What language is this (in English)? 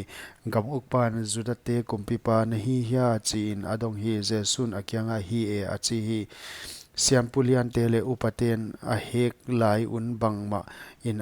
Paite Chin